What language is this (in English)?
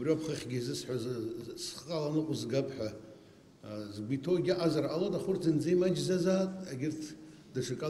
Abkhazian